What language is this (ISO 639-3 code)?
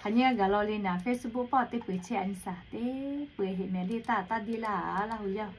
lhu